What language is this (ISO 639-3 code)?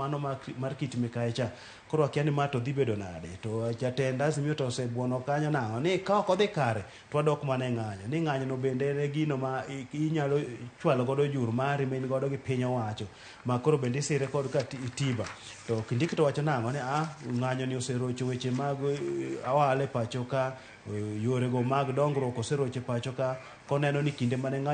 luo